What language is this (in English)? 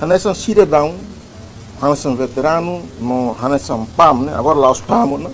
Tetum